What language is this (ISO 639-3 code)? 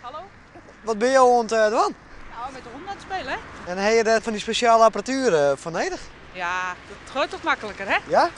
fry